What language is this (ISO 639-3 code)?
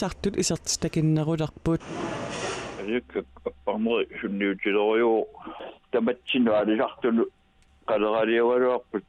kal